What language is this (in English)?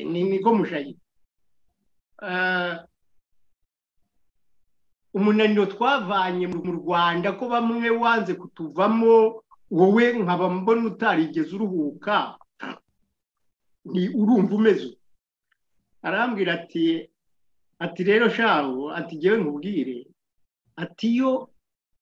Kinyarwanda